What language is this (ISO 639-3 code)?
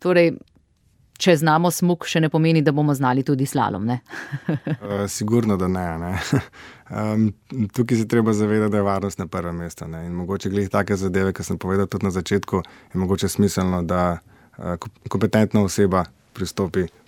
slv